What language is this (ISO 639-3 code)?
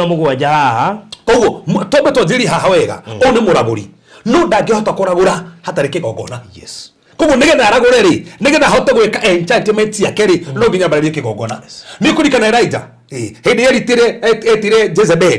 kik